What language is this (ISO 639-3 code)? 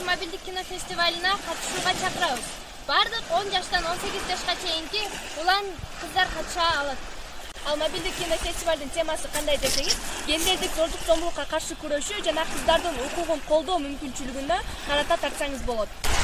kir